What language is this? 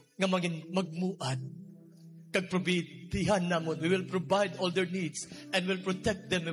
Hiligaynon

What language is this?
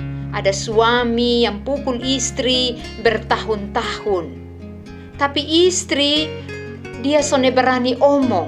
Kupang Malay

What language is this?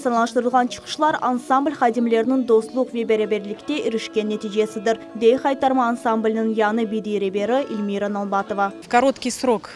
Crimean Tatar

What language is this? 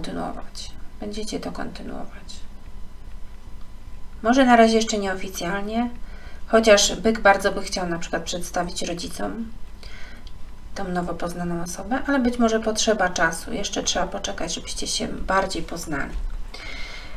Polish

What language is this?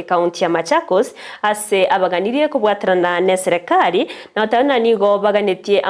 Gusii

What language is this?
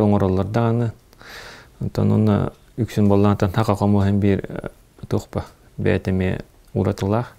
Yakut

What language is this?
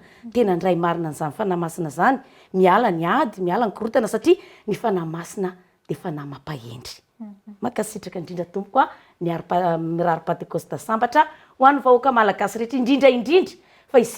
Malagasy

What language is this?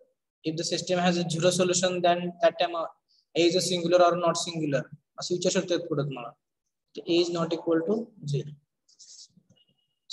Marathi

